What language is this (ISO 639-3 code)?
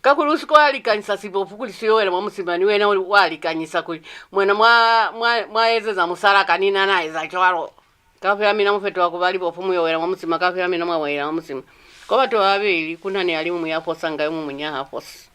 loz